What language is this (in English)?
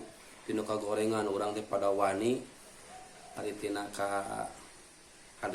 Sundanese